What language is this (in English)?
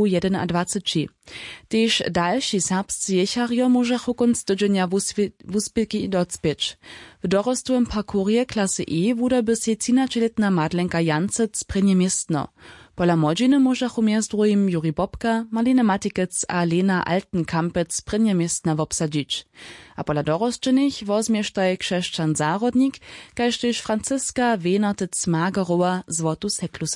Upper Sorbian